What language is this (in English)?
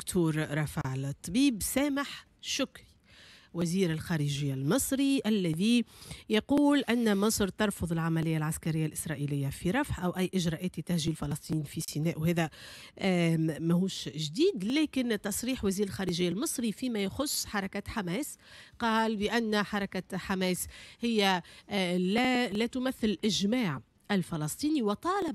Tunisian Arabic